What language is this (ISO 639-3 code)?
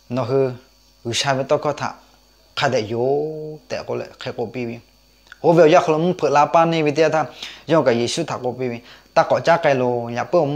lhu